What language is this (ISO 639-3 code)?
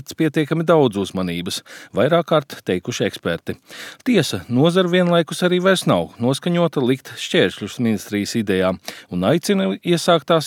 lav